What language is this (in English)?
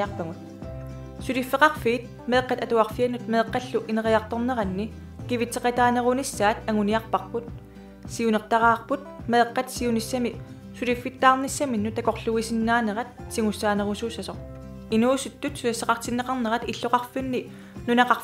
Kalaallisut